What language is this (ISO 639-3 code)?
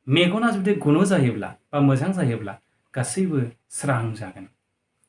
brx